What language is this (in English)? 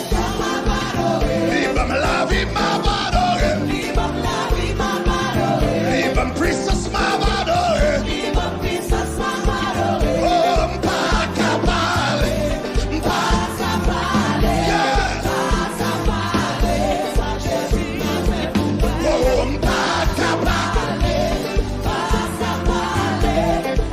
Haitian Creole